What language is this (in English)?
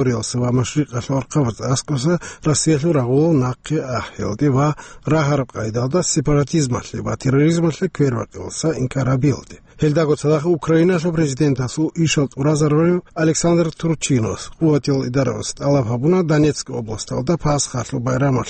Avaric